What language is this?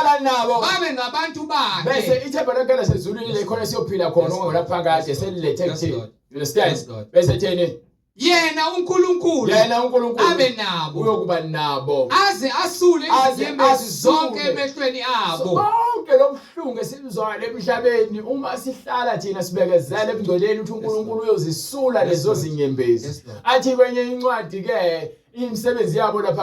Zulu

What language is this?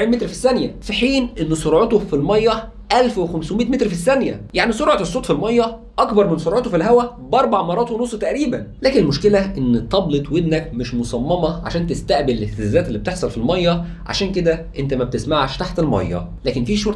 Egyptian Arabic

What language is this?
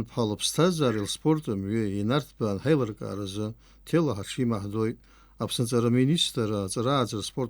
Abkhazian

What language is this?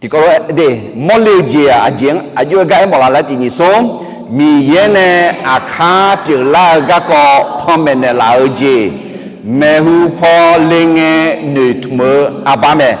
Akha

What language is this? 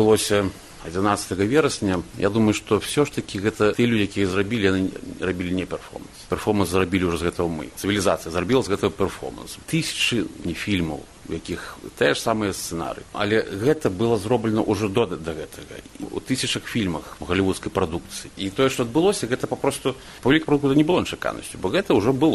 Belarusian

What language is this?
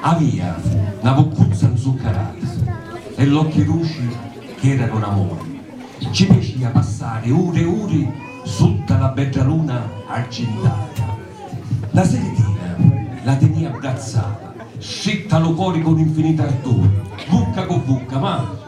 Sicilian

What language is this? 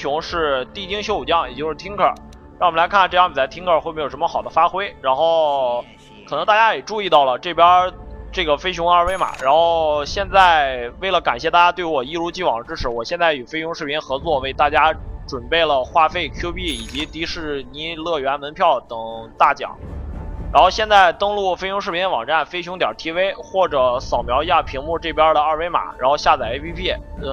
Chinese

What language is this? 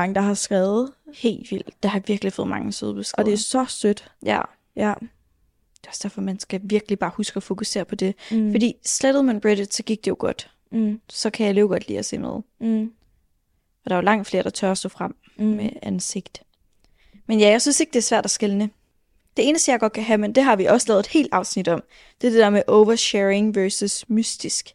Danish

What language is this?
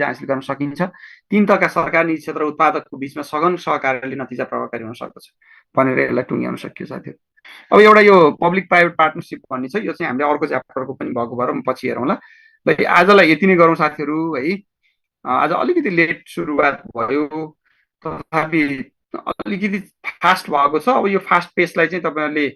Nepali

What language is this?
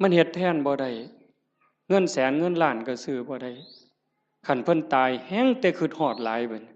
Northeastern Thai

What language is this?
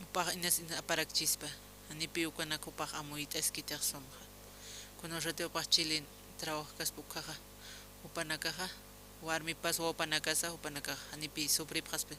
Aymara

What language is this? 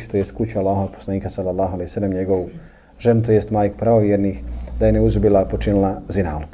Bosnian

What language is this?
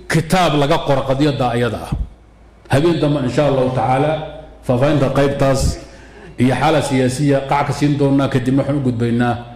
Somali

